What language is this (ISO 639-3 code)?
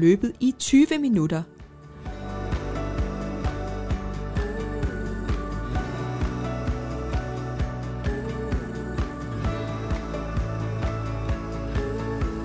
dan